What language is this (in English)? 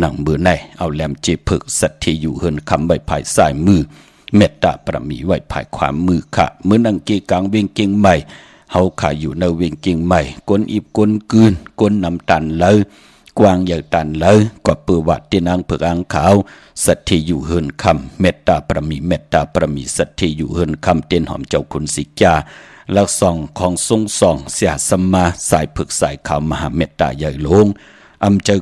Shan